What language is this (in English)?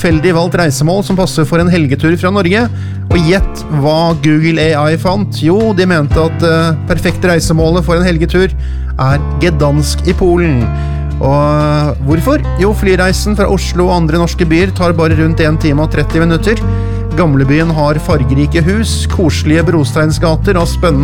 Norwegian